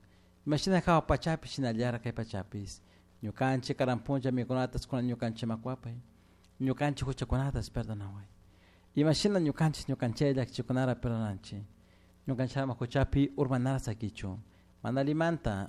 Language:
Chimborazo Highland Quichua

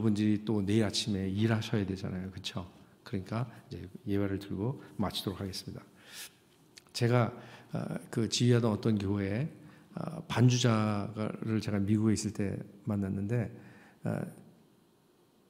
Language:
Korean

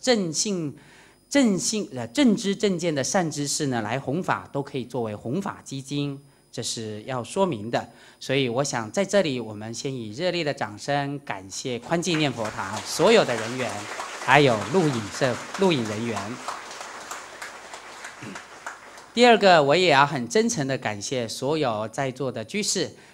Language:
Chinese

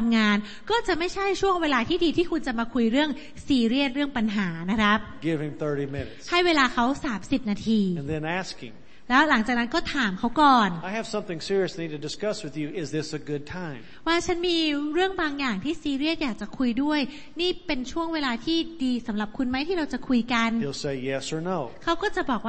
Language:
Thai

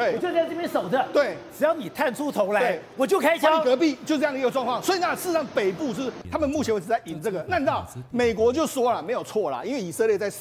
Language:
Chinese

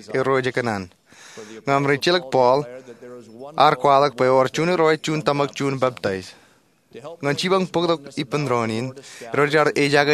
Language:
Marshallese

